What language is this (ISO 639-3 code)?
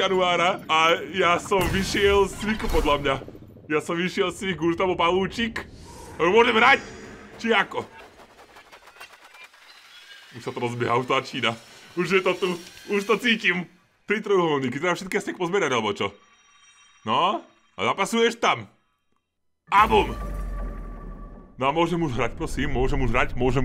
slk